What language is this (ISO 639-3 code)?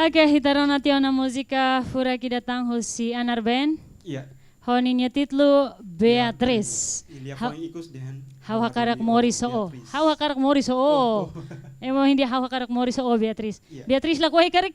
tet